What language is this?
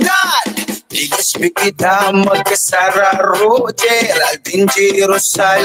Bikol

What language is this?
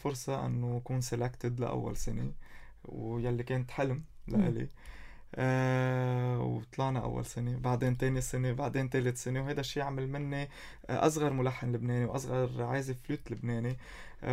North Levantine Arabic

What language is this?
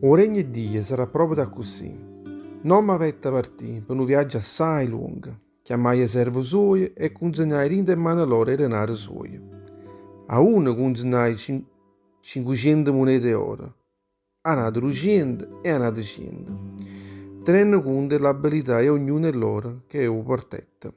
Neapolitan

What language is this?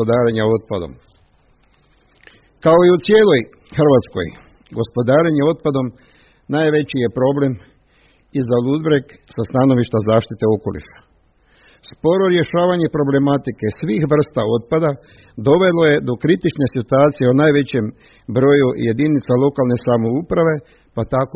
Croatian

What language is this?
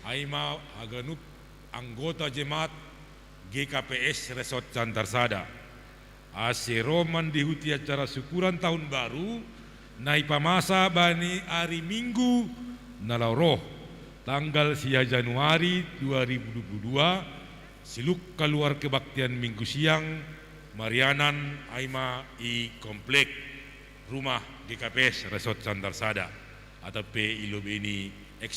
Batak Simalungun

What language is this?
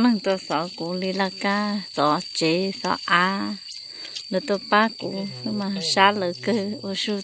Hmong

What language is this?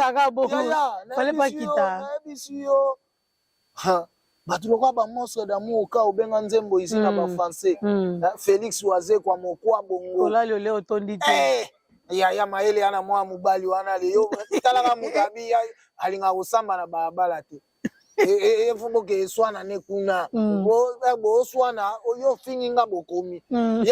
Lingala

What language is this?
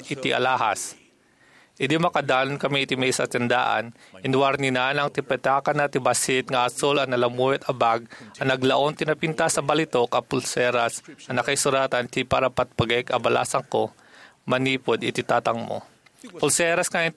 Iloko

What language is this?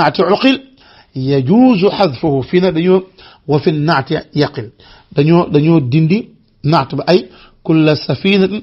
Wolof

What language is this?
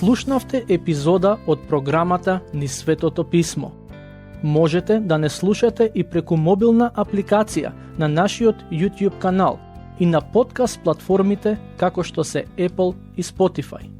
Macedonian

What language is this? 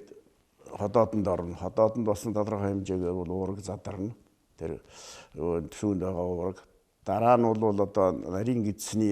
Mongolian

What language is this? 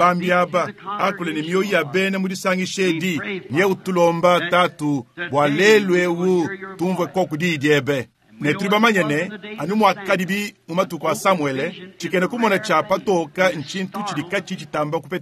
Luba-Lulua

